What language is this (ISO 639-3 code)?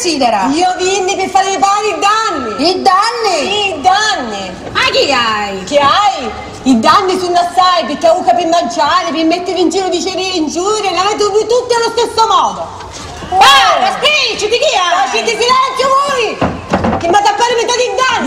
scn